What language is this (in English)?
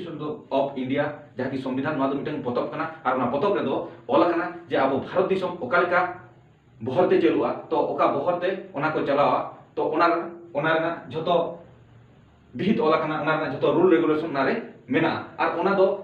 Santali